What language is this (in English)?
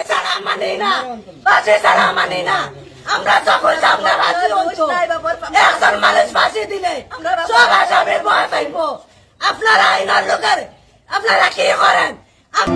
Sylheti